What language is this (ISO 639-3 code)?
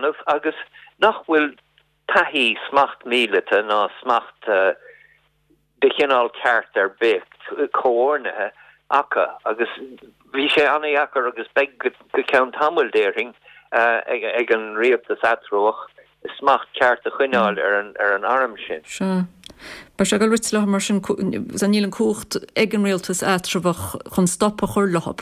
gle